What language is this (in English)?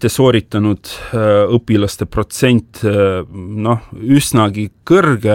Estonian